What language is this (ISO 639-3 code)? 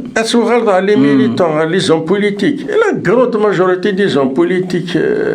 kab